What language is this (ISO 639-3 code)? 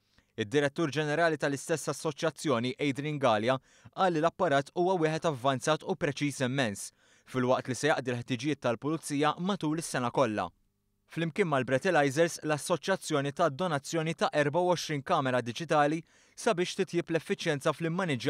mlt